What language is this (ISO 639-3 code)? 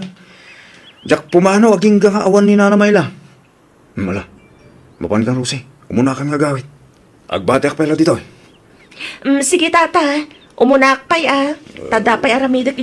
ilo